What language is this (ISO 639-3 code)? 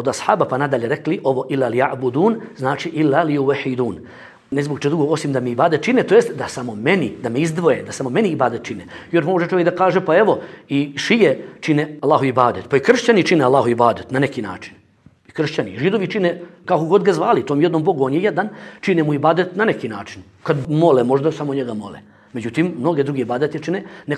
bos